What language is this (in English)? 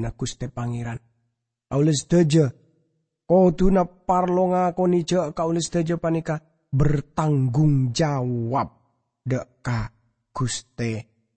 Madurese